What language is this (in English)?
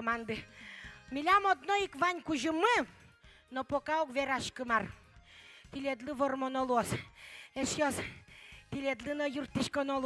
Udmurt